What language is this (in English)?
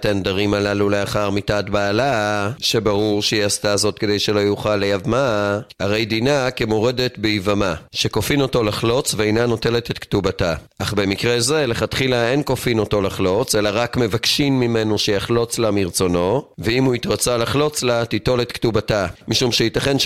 Hebrew